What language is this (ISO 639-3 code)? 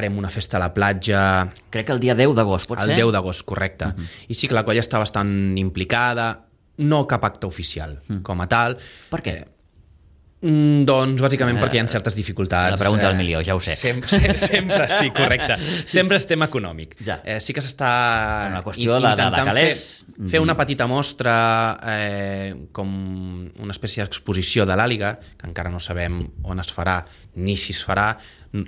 cat